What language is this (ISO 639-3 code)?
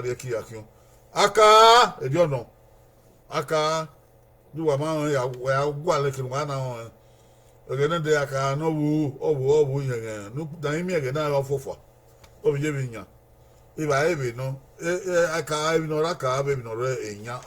bin